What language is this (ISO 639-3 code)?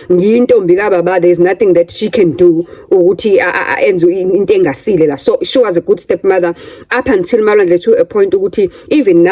zul